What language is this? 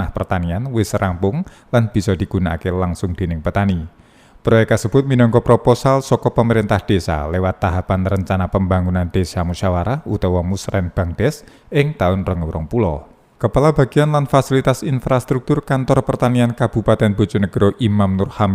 Javanese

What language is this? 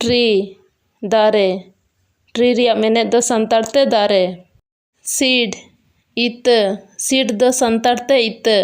Santali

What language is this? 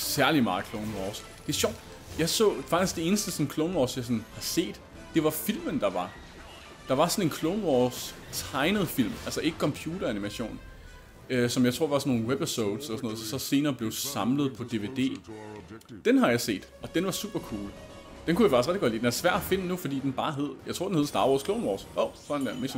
Danish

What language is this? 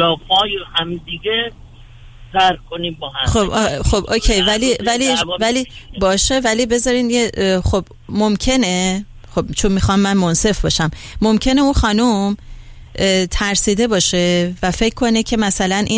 Persian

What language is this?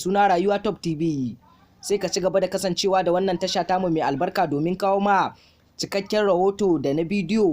Hausa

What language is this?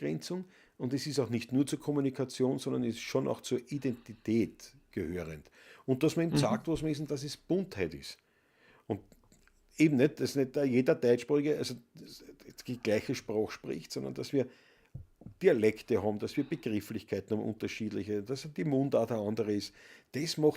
Bavarian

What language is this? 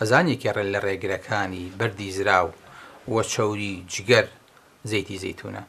Central Kurdish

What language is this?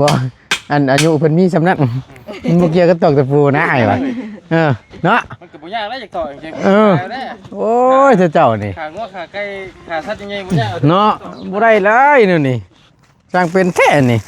Northeastern Thai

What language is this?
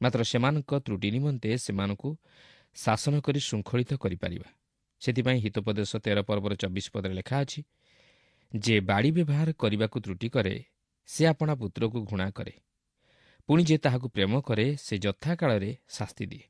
Odia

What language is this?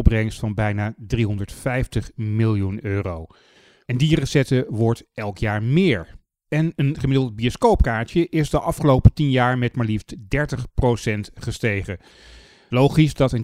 Dutch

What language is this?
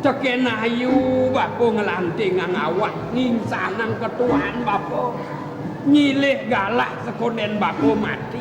Balinese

